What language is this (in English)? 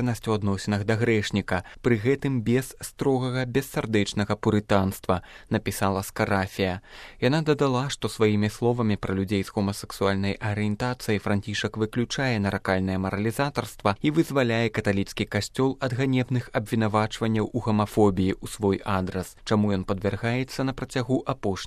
Belarusian